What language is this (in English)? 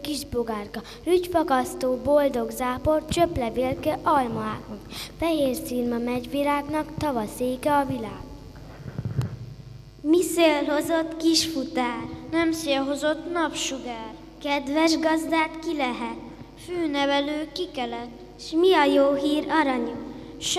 Hungarian